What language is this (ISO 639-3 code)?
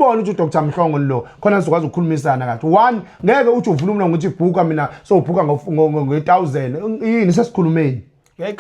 zul